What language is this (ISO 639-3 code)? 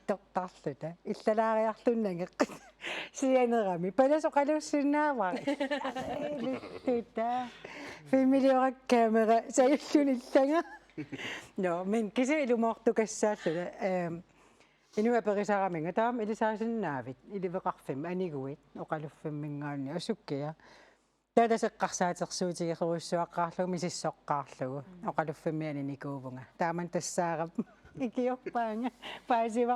kal